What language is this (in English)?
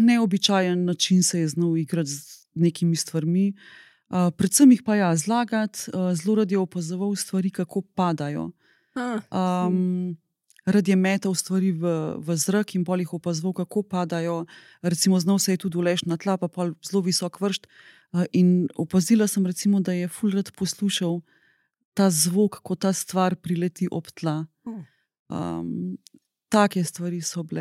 Slovenian